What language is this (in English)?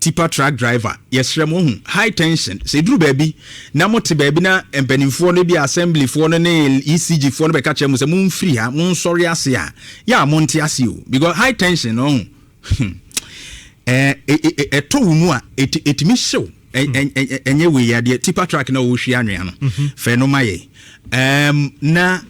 Akan